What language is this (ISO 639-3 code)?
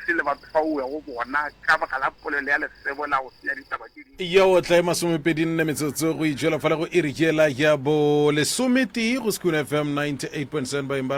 nso